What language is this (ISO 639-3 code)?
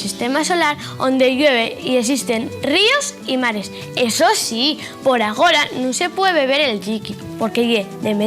ast